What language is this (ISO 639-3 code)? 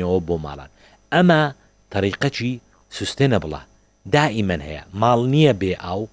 ckb